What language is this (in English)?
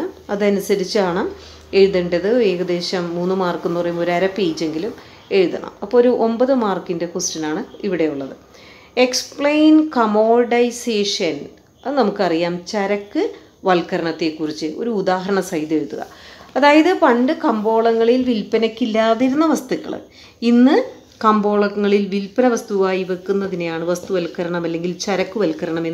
Malayalam